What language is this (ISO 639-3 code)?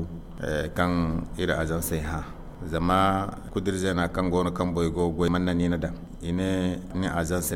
dje